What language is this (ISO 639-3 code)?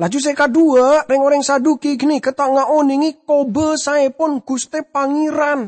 mad